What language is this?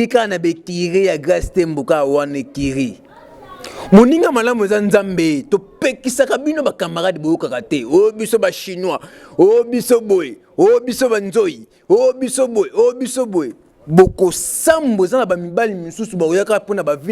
Lingala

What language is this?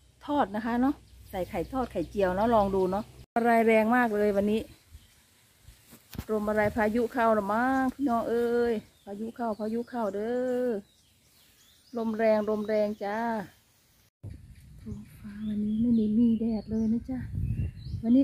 Thai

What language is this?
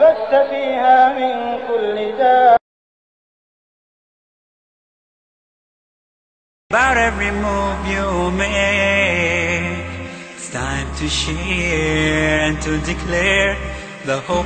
Bangla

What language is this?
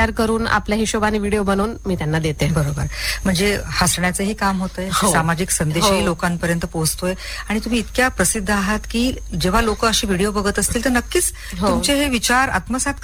Marathi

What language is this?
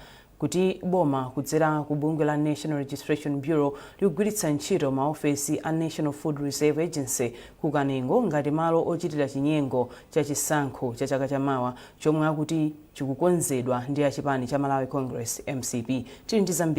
Nyanja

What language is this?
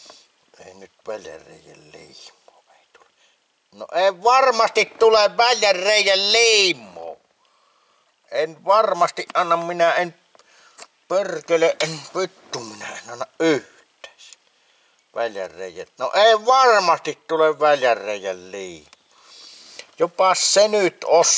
Finnish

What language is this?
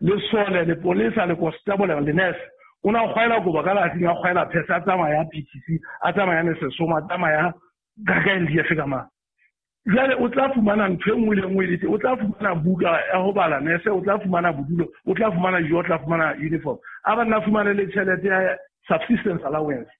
Southern Sotho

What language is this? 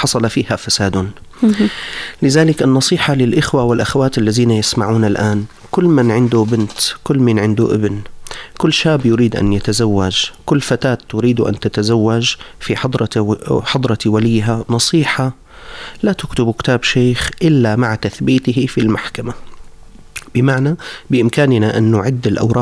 Arabic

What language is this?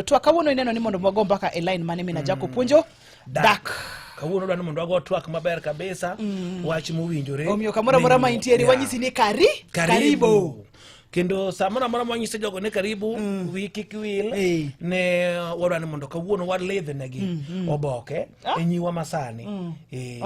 Luo (Kenya and Tanzania)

